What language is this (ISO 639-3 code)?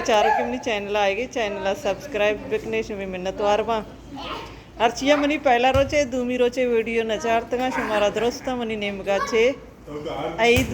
bal